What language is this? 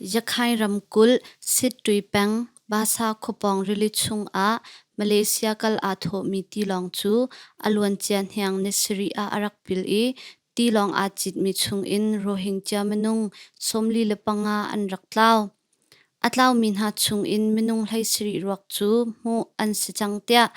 Hakha Chin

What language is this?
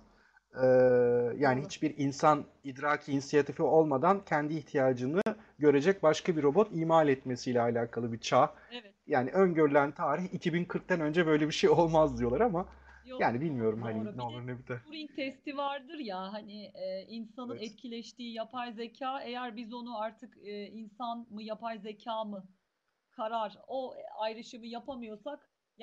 Turkish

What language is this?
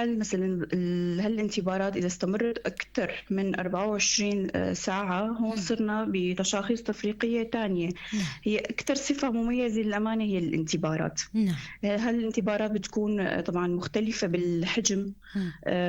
North Levantine Arabic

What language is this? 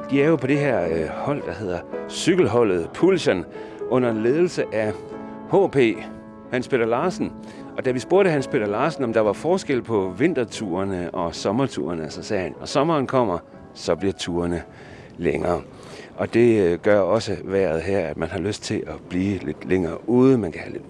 Danish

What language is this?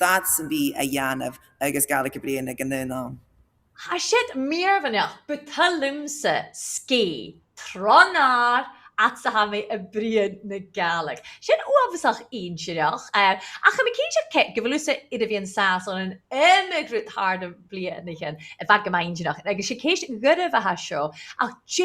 Scottish Gaelic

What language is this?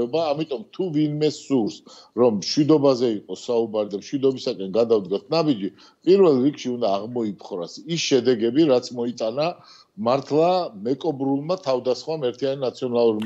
Georgian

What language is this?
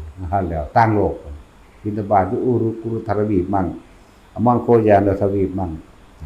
Northeastern Thai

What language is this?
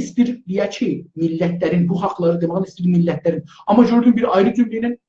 South Azerbaijani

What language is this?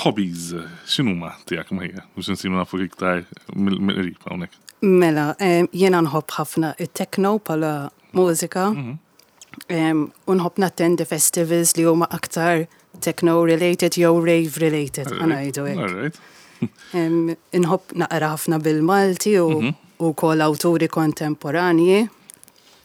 Maltese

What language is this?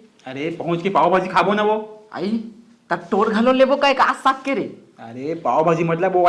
Chhattisgarhi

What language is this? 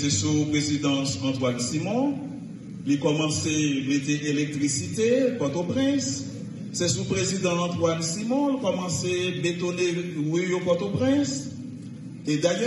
Haitian Creole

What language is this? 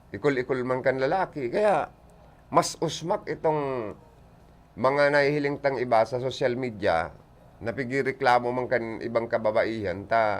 Bikol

